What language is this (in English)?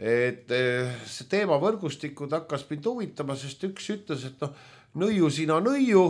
Estonian